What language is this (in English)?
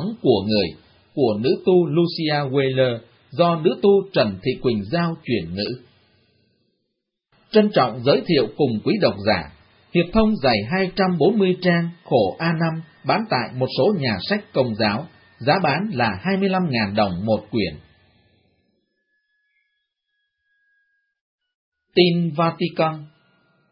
Vietnamese